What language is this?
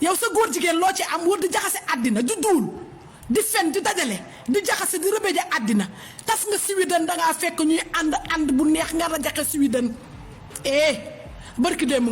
Wolof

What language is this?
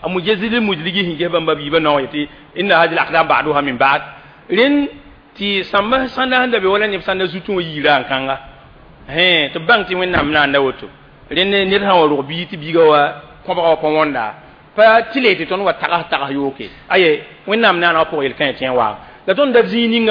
Mossi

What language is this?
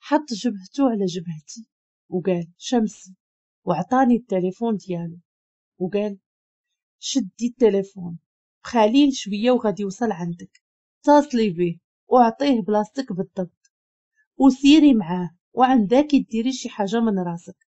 Moroccan Arabic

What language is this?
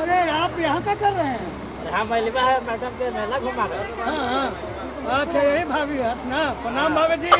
Magahi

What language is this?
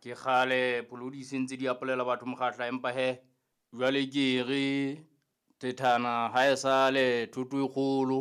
Southern Sotho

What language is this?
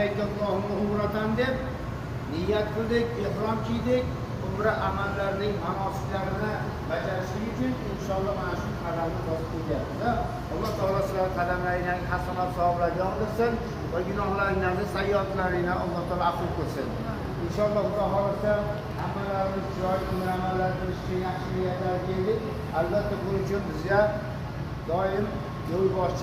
Uzbek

